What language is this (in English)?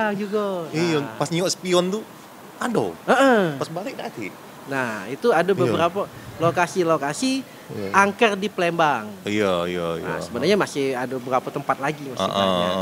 Musi